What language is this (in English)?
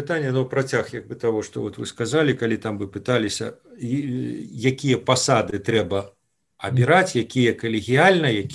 Belarusian